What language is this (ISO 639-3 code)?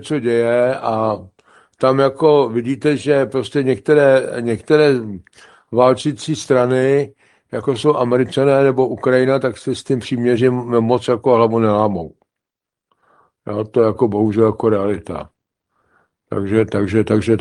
ces